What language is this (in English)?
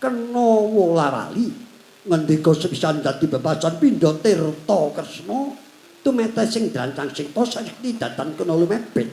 Javanese